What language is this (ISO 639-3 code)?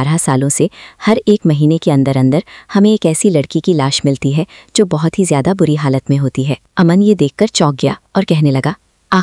hin